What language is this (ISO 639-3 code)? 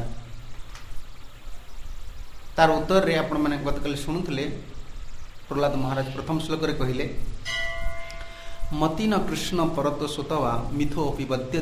ori